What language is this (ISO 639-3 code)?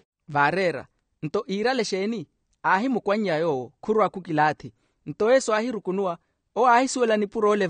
vmw